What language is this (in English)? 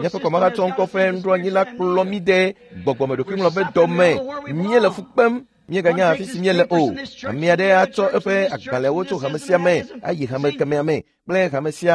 Ewe